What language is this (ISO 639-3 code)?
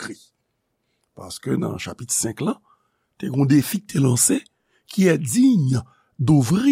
hat